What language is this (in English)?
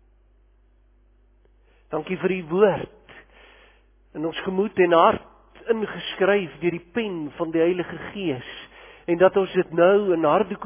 Afrikaans